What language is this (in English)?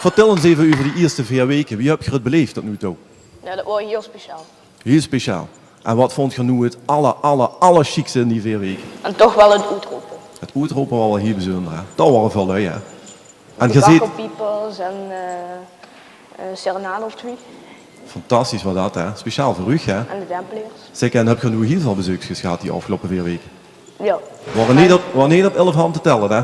Limburgish